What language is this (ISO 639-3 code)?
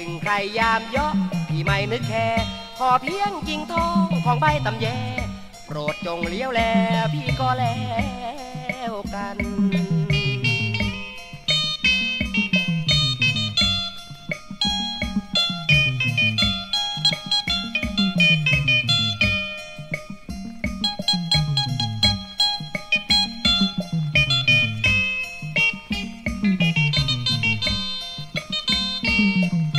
tha